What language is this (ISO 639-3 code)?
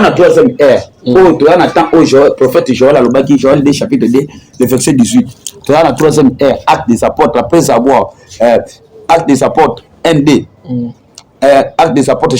lin